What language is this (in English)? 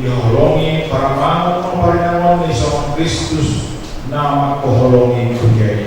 Batak Simalungun